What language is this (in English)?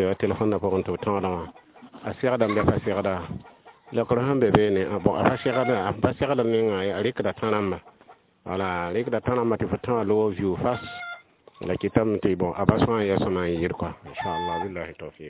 Mossi